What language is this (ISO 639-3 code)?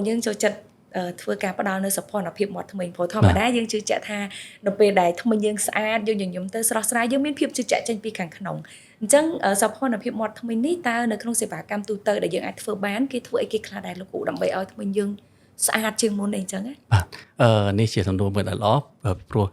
khm